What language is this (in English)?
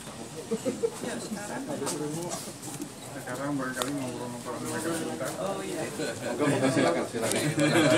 Indonesian